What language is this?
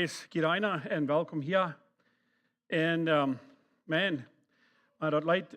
Plautdietsch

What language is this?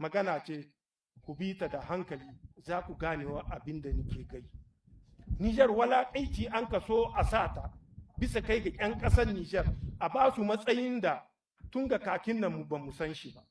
Hausa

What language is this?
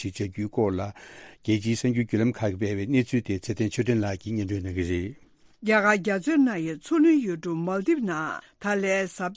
Tibetan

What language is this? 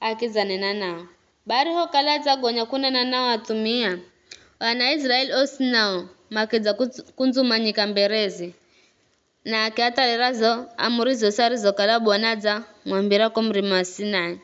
Giryama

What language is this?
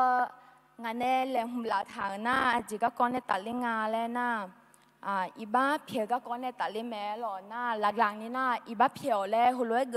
Akha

